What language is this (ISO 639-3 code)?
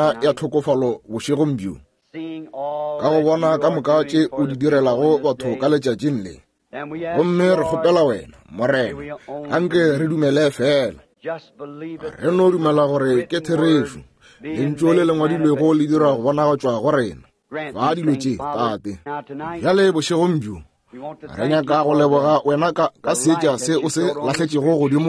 nso